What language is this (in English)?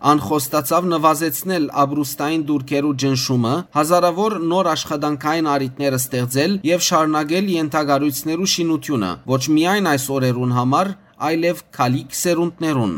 Western Armenian